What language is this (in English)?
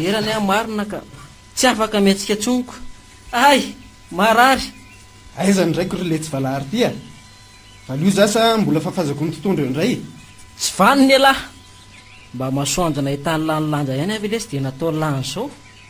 Malagasy